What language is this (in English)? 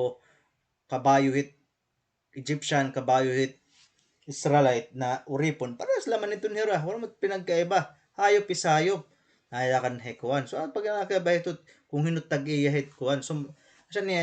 Waray